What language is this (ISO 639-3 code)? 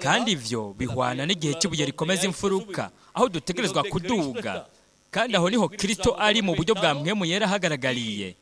run